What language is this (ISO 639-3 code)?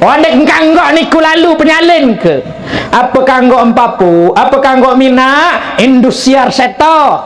sas